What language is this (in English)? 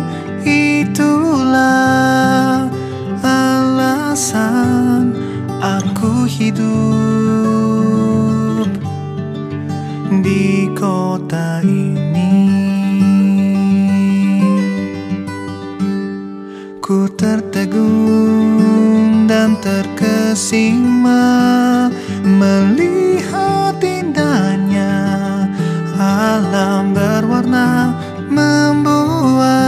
Indonesian